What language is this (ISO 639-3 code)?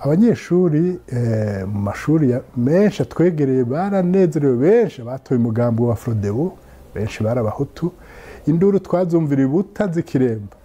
run